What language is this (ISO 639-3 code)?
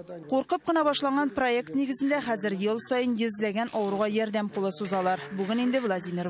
tat